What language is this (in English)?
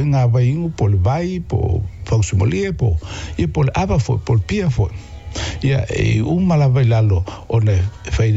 Samoan